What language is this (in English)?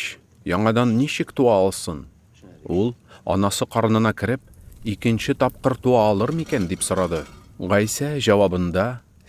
Tatar